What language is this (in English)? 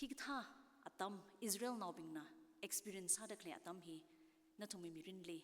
Tangkhul Naga (India)